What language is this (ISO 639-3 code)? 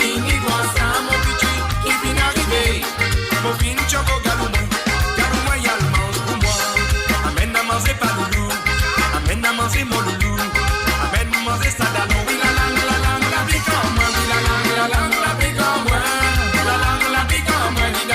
mfe